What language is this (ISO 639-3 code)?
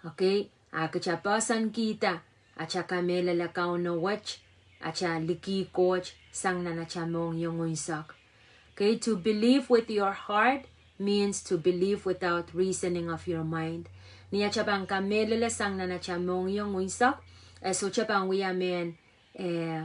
pon